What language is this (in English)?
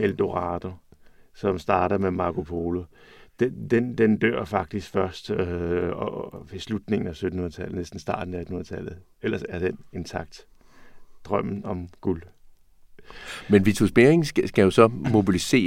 Danish